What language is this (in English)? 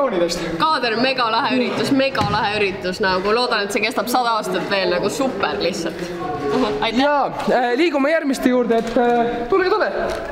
Estonian